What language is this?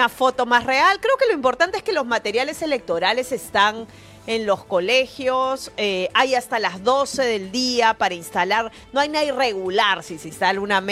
Spanish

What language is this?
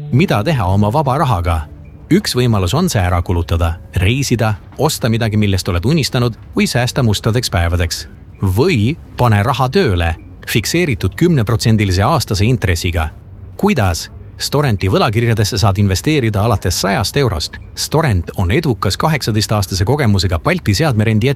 Estonian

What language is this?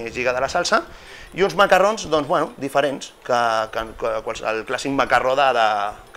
Catalan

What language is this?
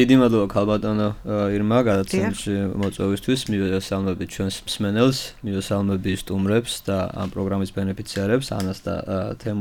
Georgian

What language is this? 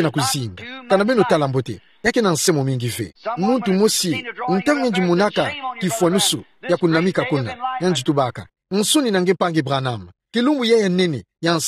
Kituba (Democratic Republic of Congo)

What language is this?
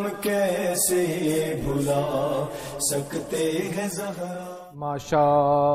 Urdu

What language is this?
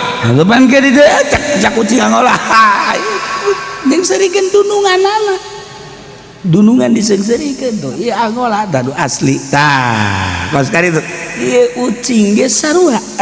Sundanese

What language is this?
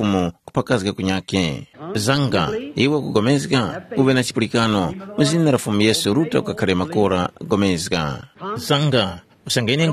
Tumbuka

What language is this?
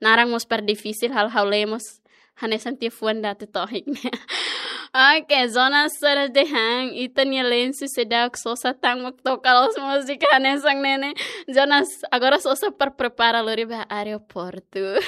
Tetum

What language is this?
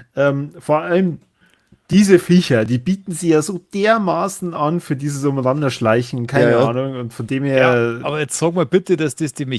Bavarian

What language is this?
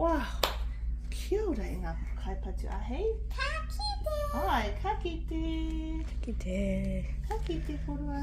Māori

